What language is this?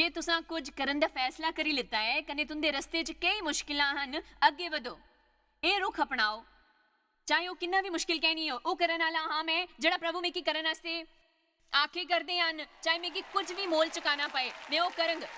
Dogri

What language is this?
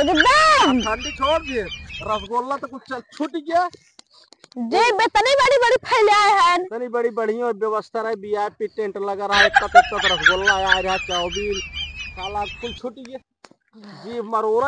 Awadhi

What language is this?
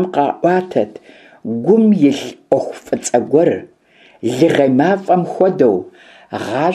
Kabardian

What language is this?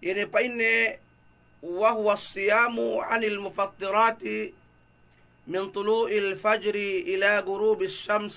Yakan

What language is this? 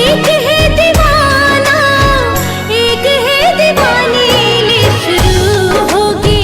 Chhattisgarhi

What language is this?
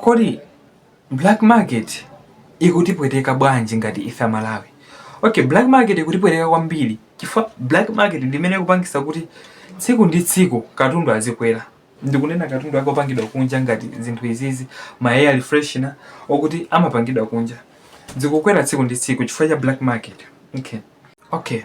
Nyanja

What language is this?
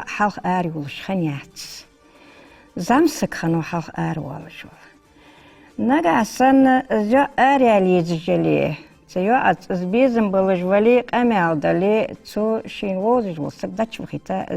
Ingush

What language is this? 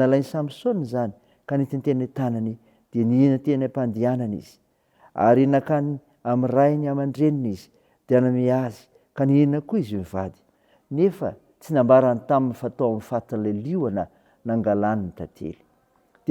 Malagasy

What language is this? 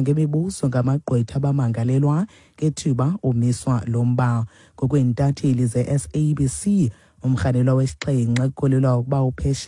Xhosa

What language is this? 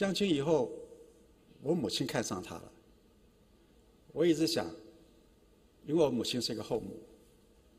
Chinese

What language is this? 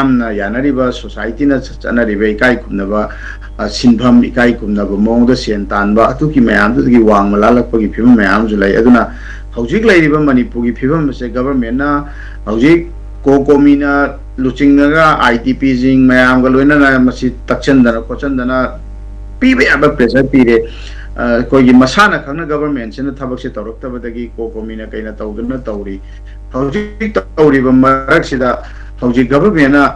Manipuri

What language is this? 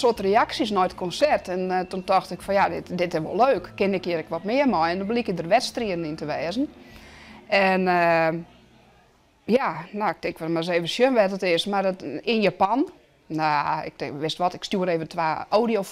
Western Frisian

